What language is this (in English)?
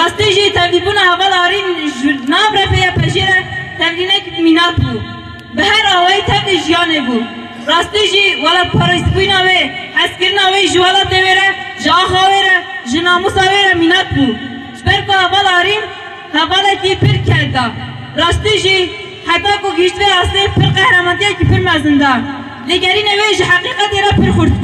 Kurdish